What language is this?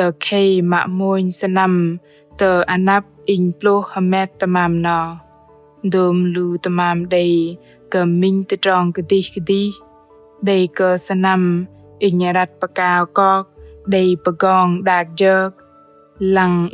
Bahnar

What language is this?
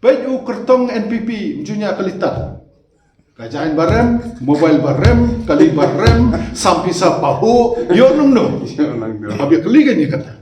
Khasi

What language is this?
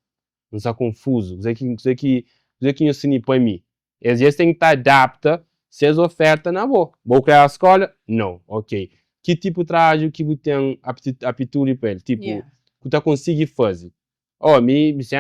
Kabuverdianu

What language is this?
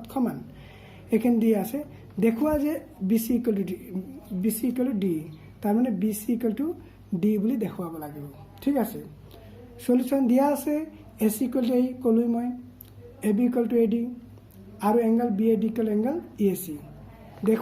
Assamese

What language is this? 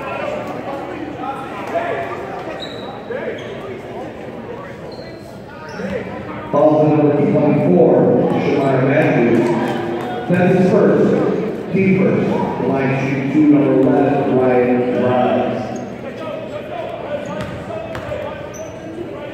English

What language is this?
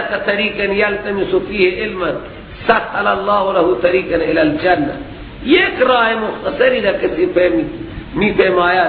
Persian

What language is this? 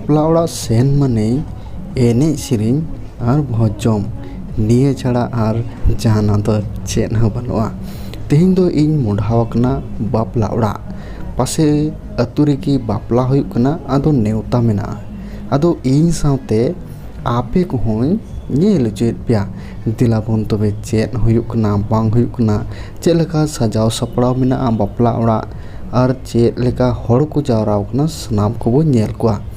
Santali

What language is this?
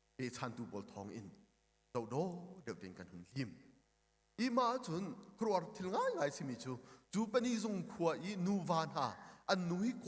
Hakha Chin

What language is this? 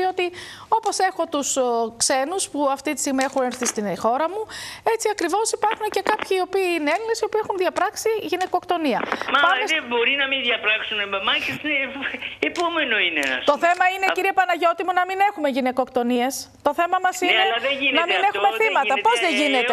Greek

